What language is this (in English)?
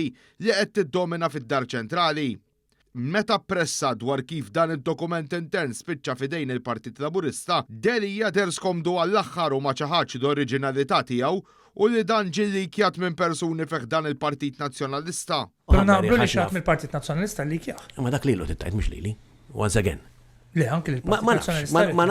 Maltese